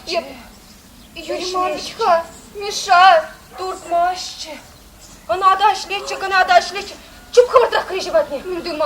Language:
Chuvash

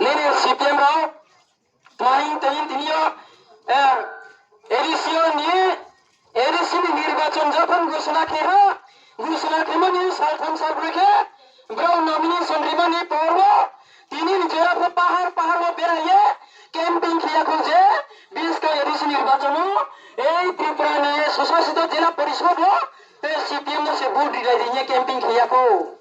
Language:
Riang (India)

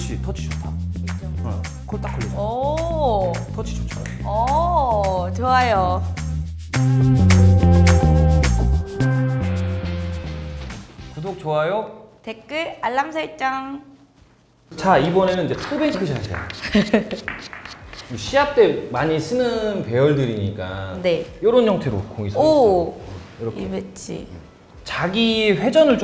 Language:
Korean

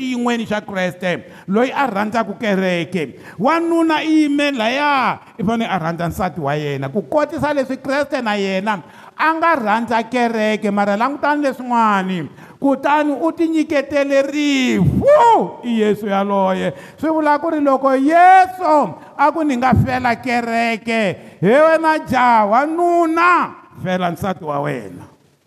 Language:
Tsonga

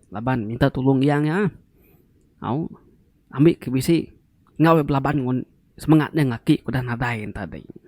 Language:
Iban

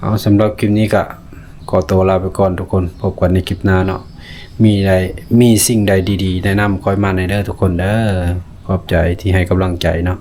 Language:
Lao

